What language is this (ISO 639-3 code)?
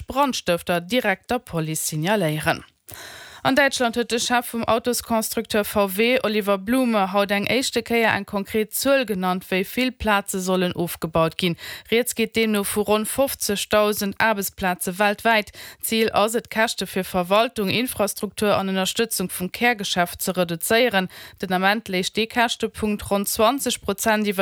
ltz